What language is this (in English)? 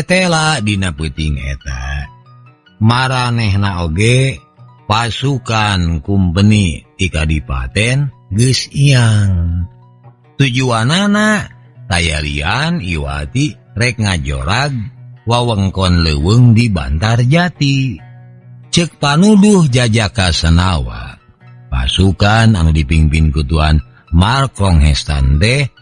Sundanese